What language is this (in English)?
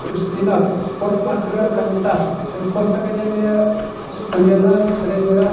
Yakut